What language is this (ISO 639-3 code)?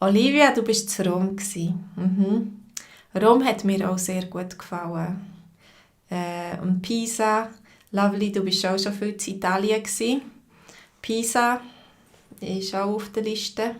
gsw